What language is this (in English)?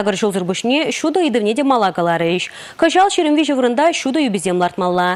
Chuvash